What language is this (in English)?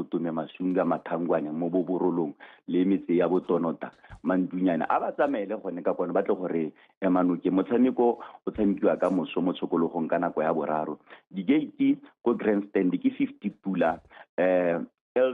Tswana